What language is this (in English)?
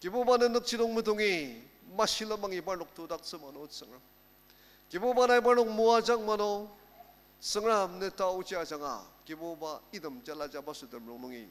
Ao Naga